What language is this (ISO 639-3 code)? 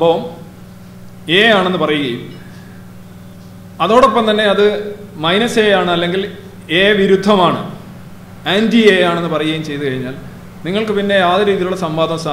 mal